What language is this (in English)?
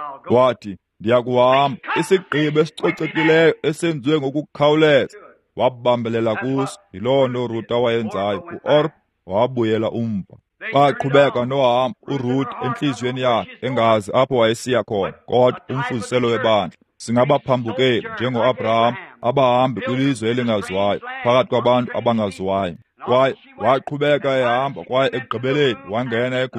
Xhosa